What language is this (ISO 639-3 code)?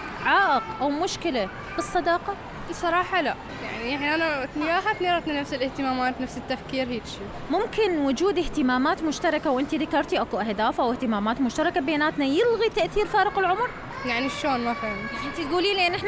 acm